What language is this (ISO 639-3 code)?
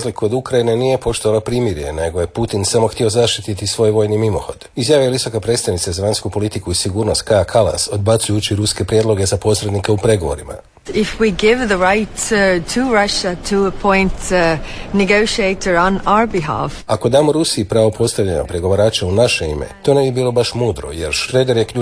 hrv